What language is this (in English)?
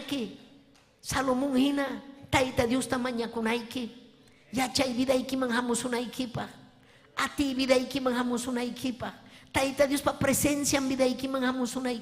Ayacucho Quechua